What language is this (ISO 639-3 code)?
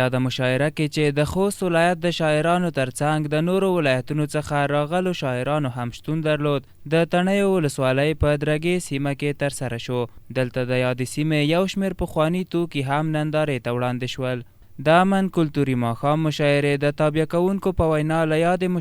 pus